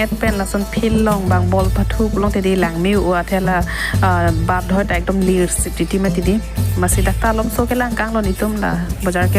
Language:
Karbi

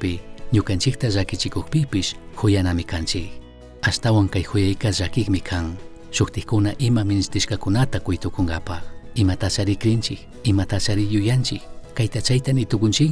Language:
Chimborazo Highland Quichua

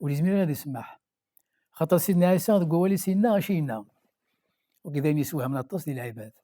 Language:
Kabyle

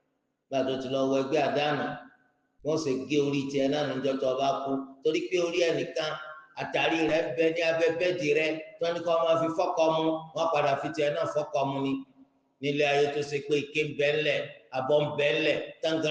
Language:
Yoruba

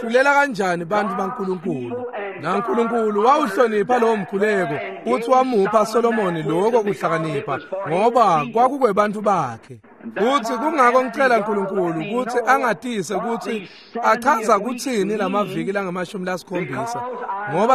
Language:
Swati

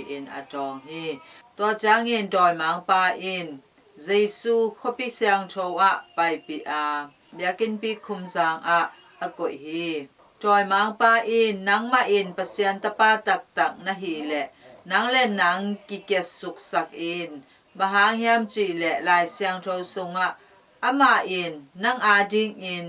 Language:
Tedim Chin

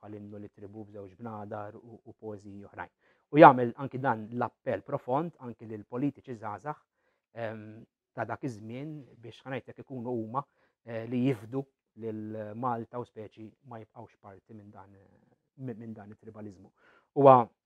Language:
Maltese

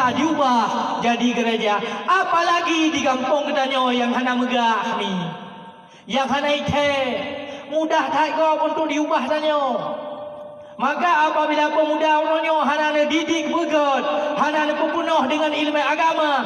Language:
Achinese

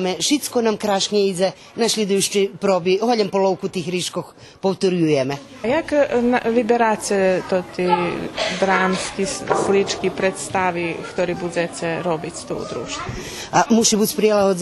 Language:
Rusyn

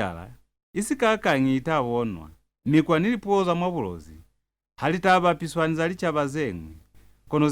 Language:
Lozi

